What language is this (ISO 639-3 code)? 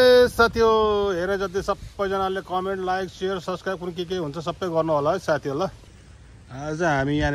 nep